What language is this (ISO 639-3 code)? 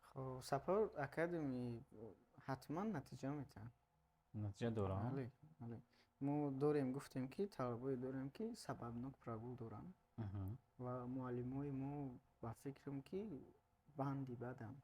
tgk